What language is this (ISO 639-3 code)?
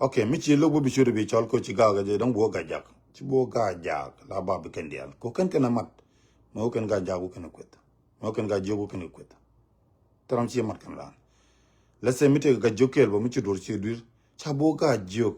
nus